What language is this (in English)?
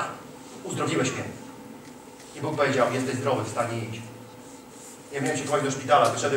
Polish